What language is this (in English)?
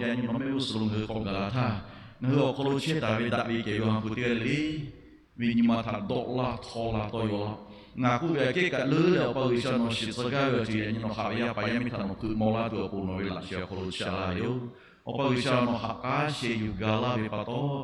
Lahu